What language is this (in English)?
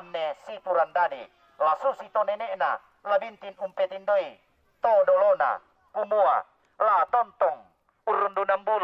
Toraja-Sa'dan